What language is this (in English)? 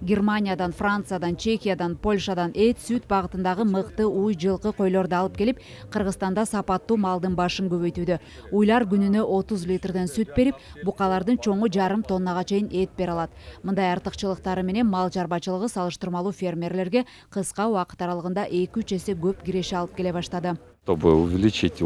Kyrgyz